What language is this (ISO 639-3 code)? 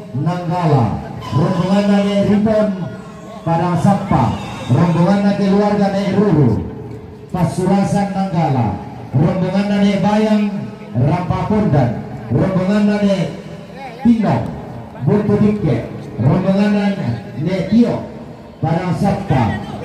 sda